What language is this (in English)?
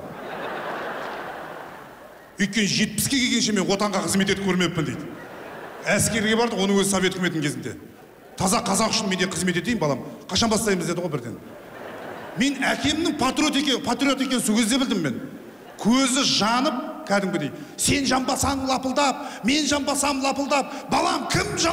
Kazakh